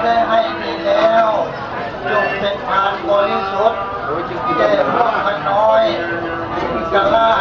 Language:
Lao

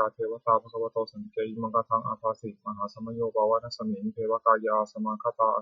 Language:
Pali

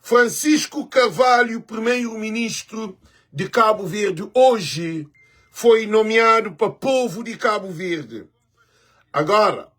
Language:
Kabuverdianu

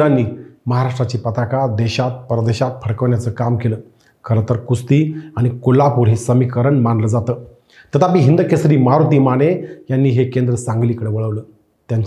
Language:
Marathi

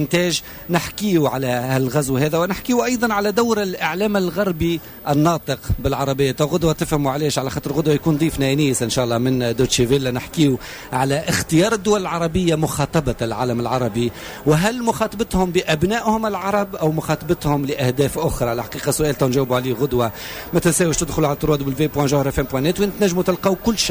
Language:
Tunisian Arabic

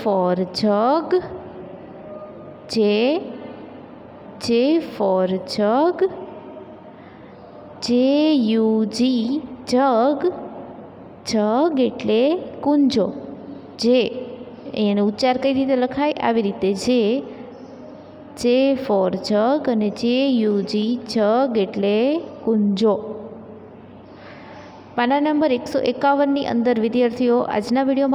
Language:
Gujarati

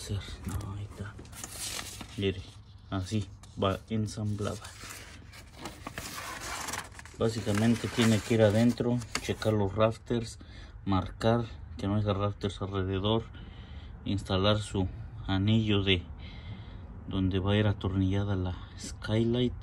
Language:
Spanish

